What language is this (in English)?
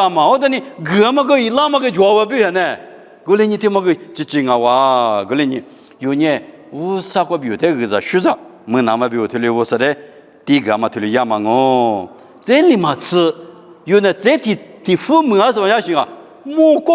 Lisu